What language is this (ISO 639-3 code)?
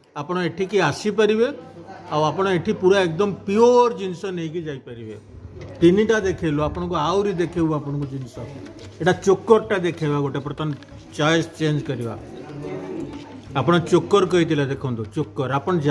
ori